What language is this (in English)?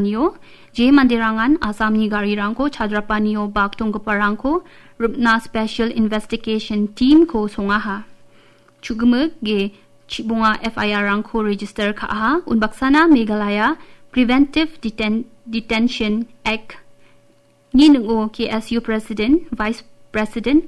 Garo